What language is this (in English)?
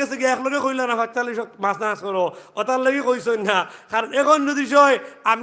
Sylheti